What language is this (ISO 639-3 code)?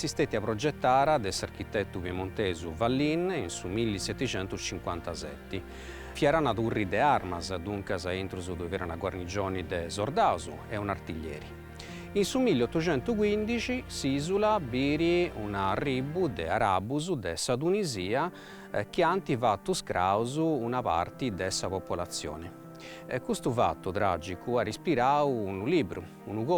srd